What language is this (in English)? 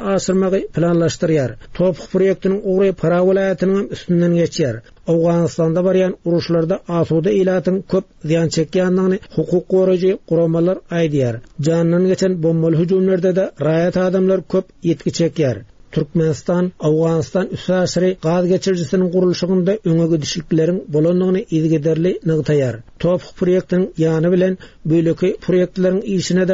Turkmen